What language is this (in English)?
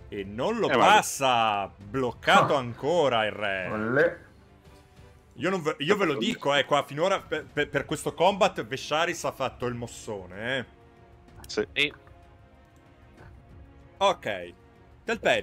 Italian